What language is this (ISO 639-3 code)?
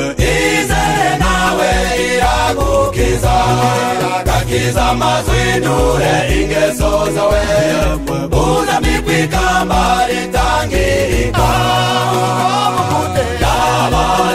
kin